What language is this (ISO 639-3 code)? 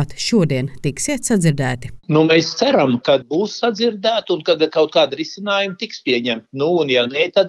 lav